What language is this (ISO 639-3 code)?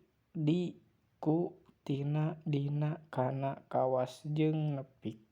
sun